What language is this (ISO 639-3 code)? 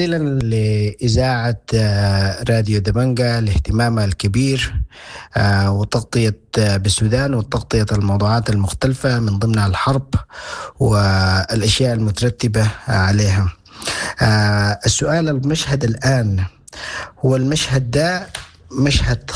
apd